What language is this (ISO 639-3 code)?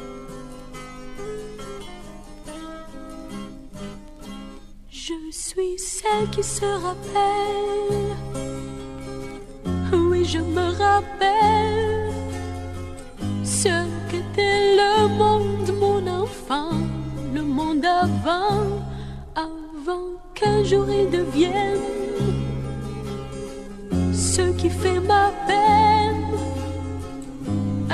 fra